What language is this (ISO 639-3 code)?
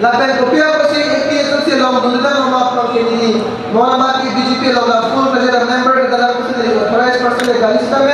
mjw